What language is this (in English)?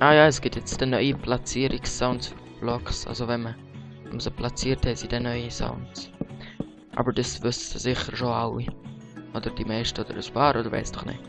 Swiss German